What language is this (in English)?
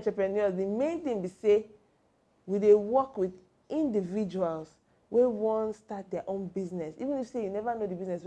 Nigerian Pidgin